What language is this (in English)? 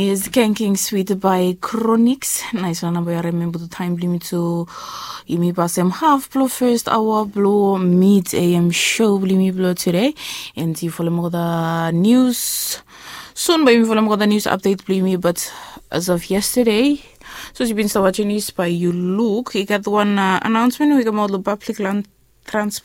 Bislama